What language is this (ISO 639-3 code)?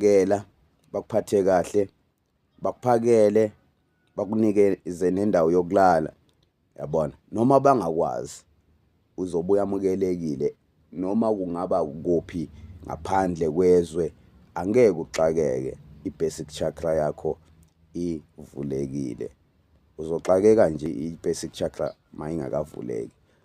zul